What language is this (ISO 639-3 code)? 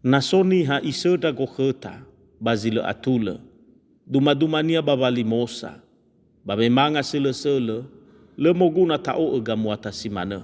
nia